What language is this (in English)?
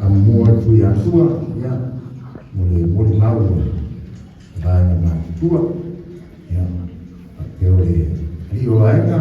Samoan